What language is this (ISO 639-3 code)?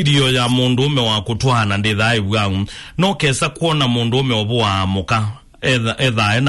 kam